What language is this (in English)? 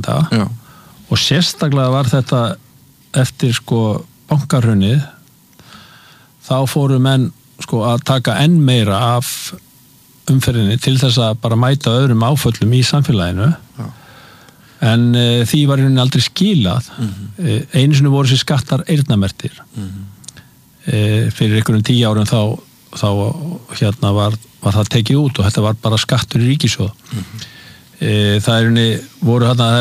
Icelandic